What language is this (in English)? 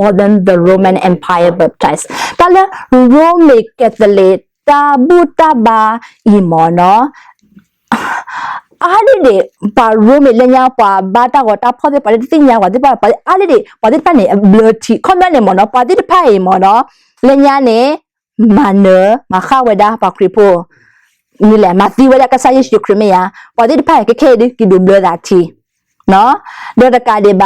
S'gaw Karen